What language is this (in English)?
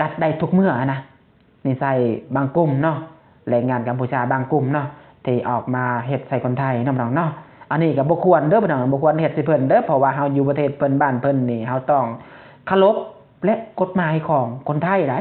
Lao